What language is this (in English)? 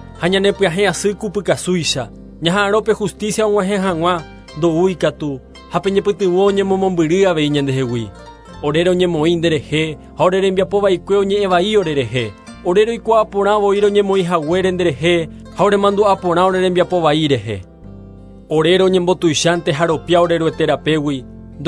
Guarani